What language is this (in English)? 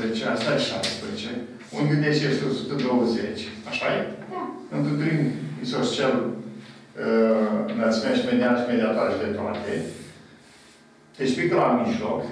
Romanian